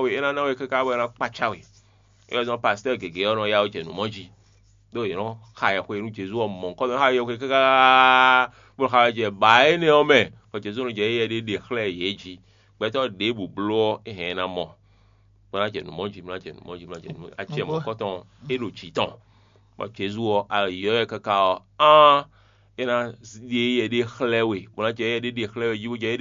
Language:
Fon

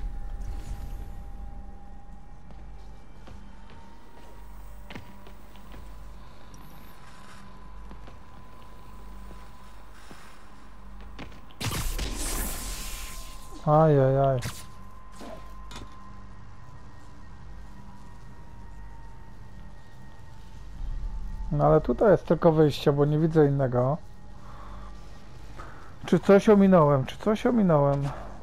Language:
Polish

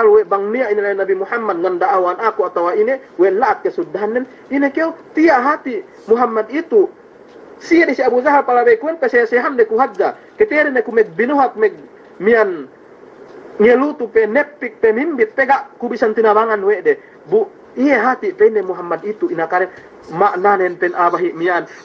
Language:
Yakan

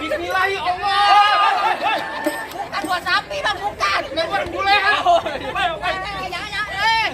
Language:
Betawi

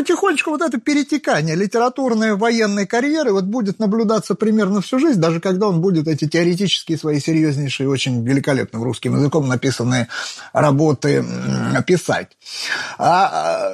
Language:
Russian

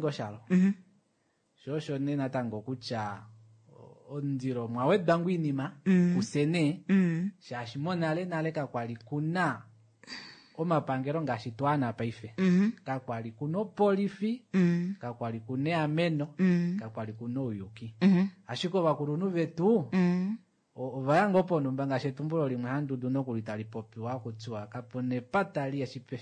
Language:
Kuanyama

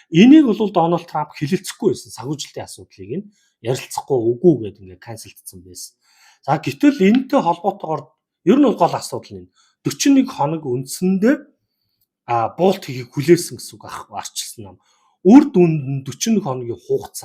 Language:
Mongolian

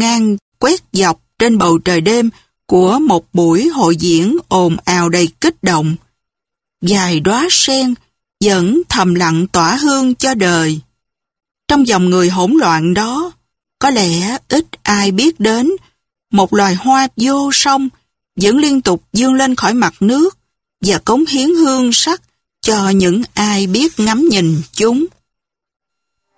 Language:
Vietnamese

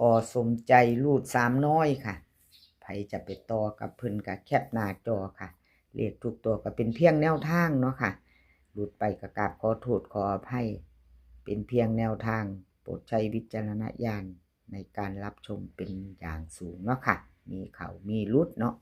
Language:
Northeastern Thai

